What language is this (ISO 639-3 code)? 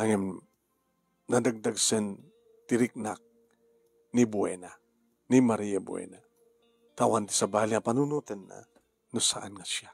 ilo